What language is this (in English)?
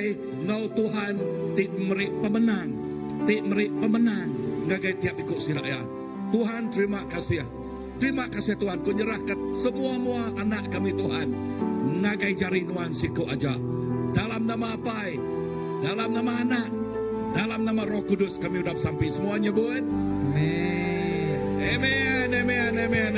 Iban